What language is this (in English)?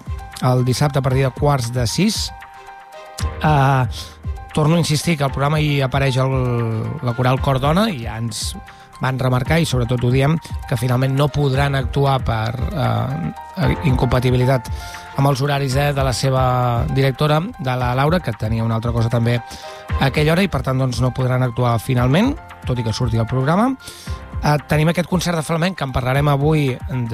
Catalan